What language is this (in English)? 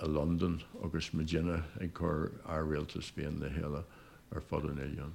Irish